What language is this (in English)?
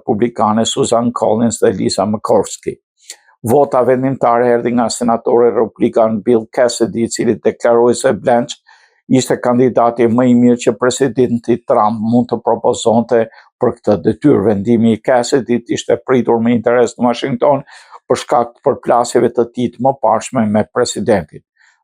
Albanian